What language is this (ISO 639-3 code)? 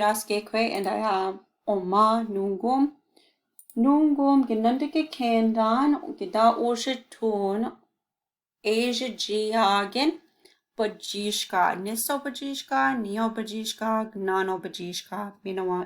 ciw